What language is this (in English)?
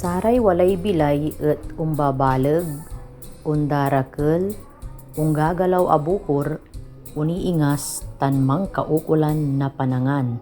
Pangasinan